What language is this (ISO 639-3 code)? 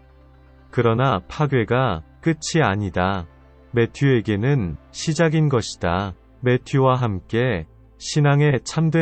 kor